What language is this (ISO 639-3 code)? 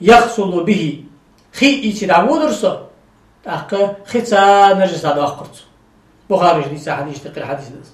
inh